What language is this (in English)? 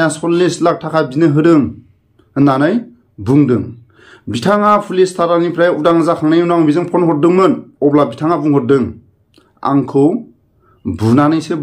Bodo